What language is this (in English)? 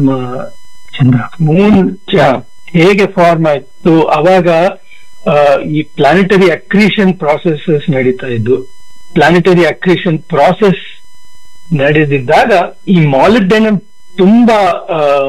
Kannada